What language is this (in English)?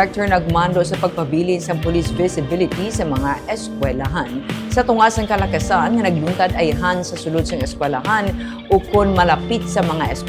Hiligaynon